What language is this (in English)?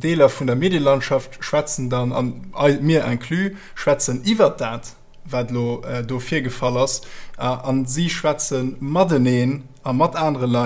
Luxembourgish